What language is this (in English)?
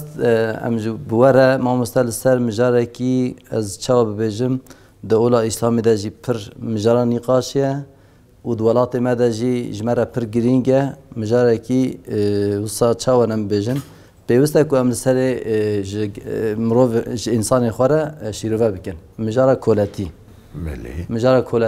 Kurdish